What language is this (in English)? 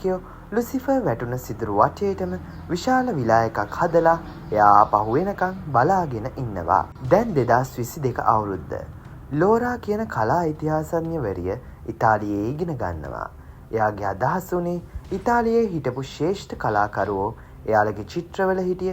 Sinhala